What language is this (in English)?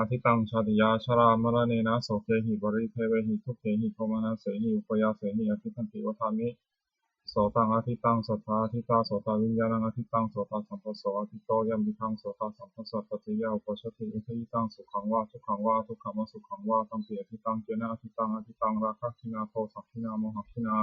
Pali